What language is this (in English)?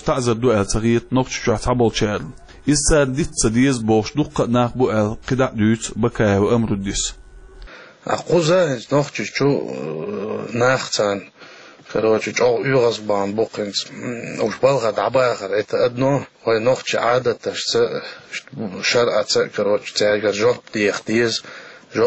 Chechen